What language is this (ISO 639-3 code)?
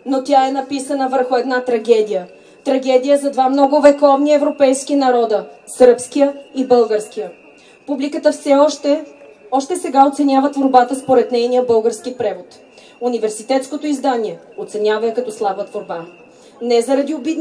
bul